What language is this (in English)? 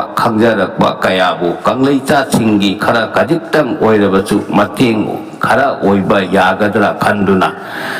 Manipuri